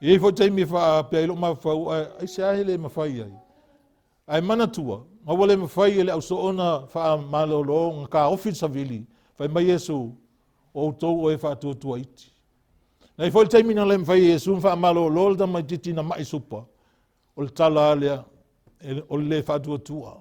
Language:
Samoan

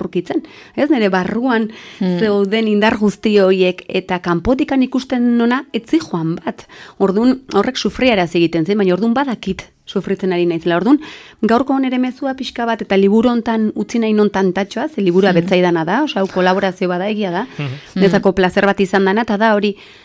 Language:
Basque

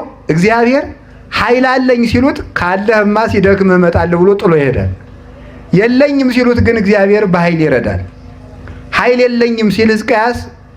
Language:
Amharic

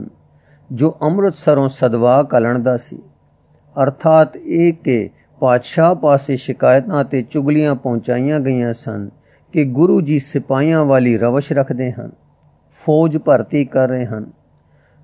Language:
Punjabi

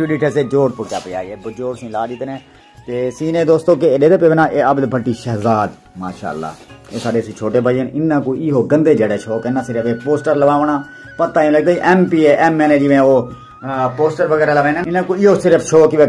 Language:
Saraiki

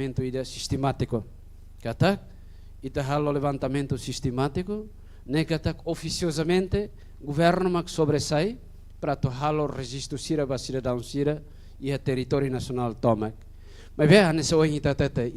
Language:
Tetum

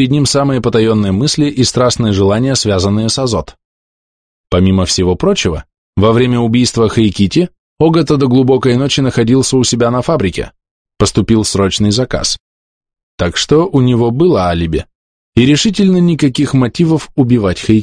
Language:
Russian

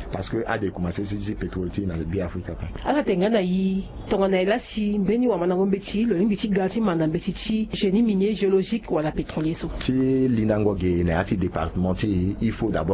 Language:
Sango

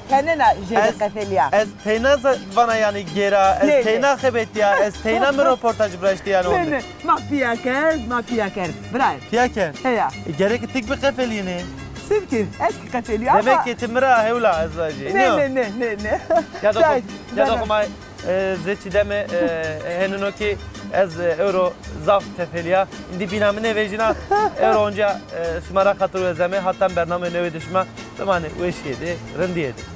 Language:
Zaza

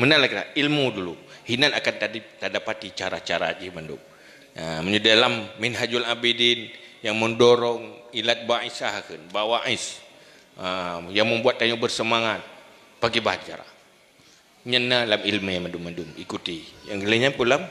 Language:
Achinese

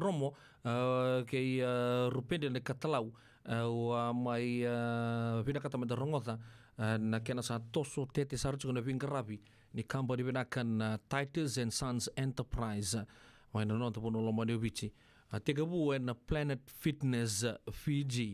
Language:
Fijian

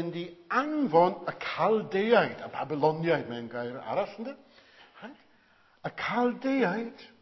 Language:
Welsh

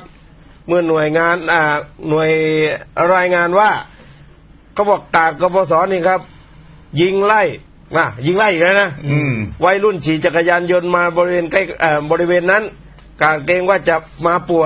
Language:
Thai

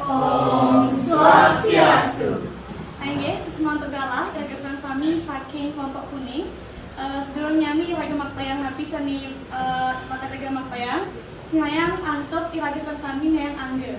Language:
Balinese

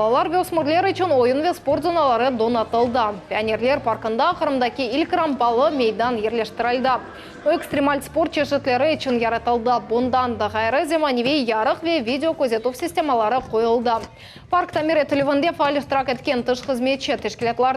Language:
Crimean Tatar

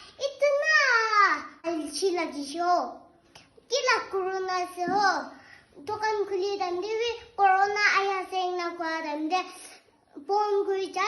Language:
Naga Pidgin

